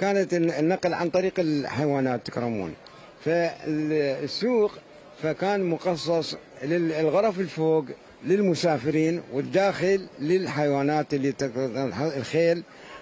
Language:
Mesopotamian Arabic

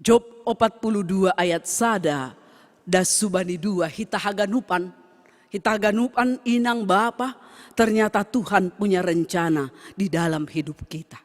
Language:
Batak Simalungun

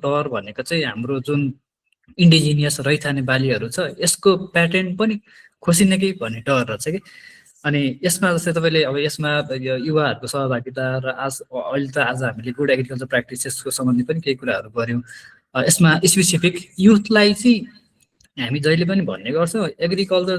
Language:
Nepali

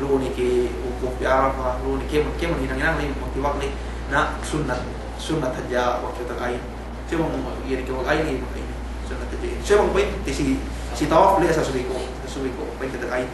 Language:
Yakan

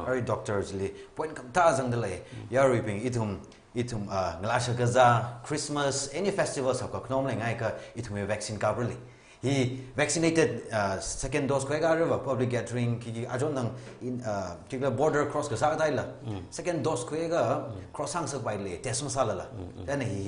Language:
Tangkhul Naga (India)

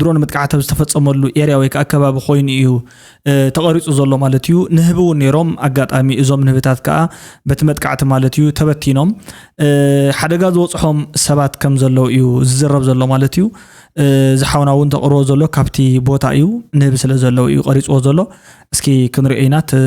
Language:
Tigrinya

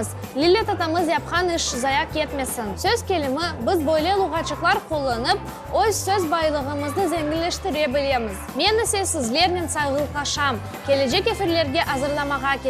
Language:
Crimean Tatar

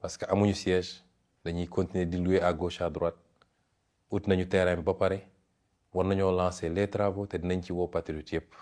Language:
Wolof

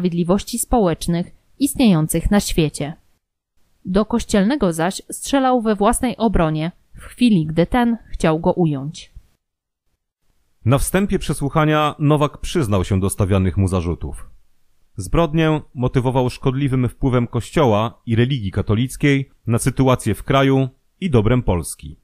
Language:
Polish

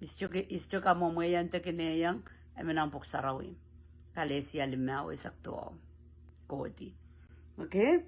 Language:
Pohnpeian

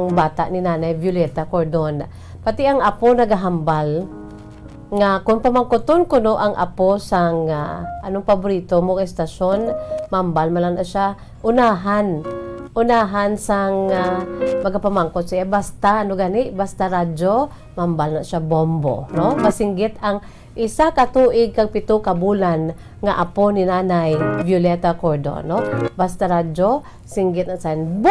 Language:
Hiligaynon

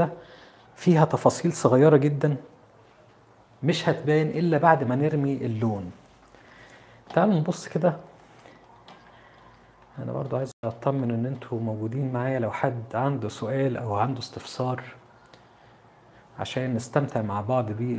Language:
Egyptian Arabic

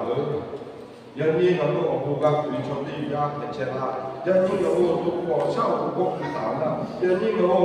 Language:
Lahu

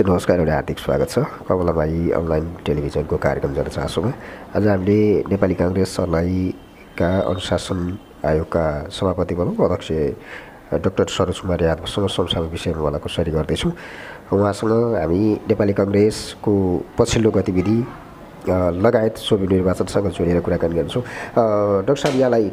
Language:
Nepali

